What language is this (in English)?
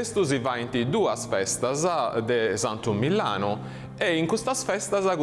Sardinian